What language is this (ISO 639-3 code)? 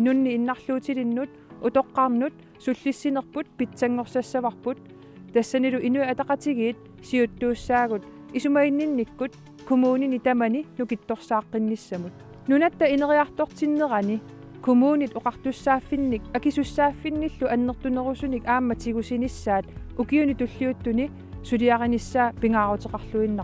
kal